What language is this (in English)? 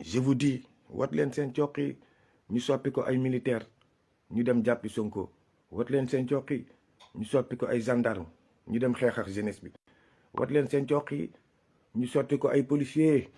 Wolof